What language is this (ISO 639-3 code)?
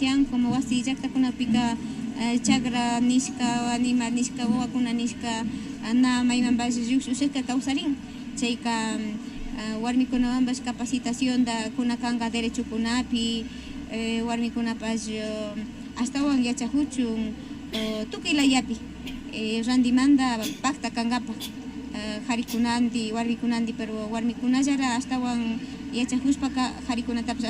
qvi